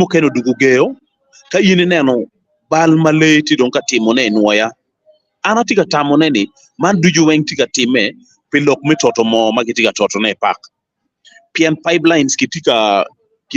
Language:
Acoli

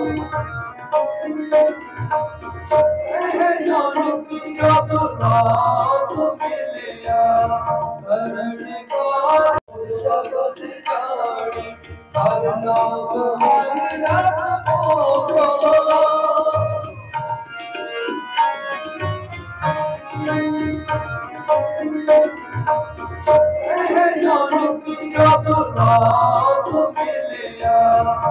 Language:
Punjabi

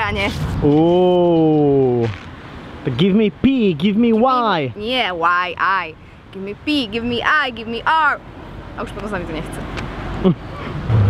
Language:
Slovak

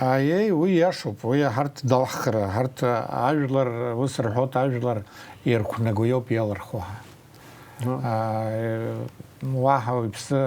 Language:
Abkhazian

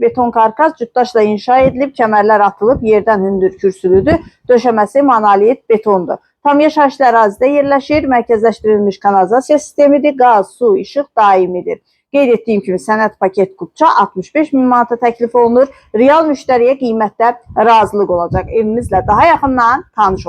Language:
Azerbaijani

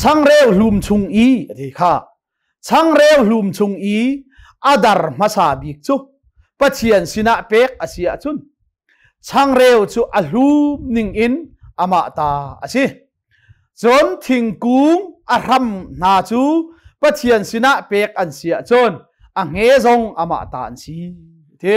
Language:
Hakha Chin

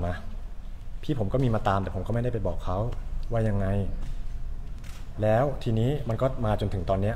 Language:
Thai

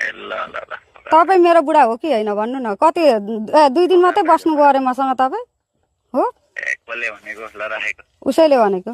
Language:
Nepali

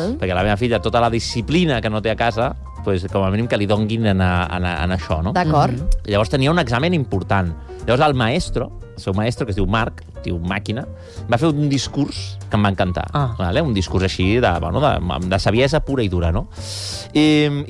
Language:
Catalan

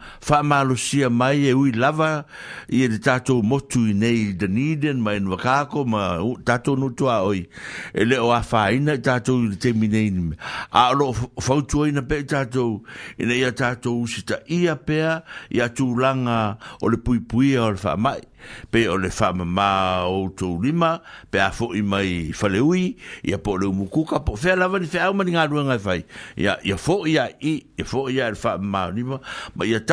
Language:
Samoan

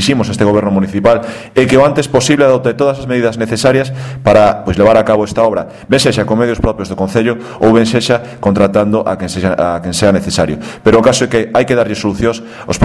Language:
Galician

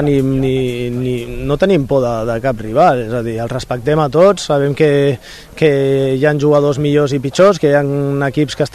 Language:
Catalan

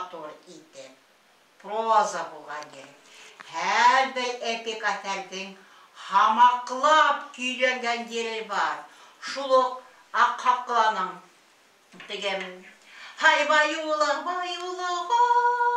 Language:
Bashkir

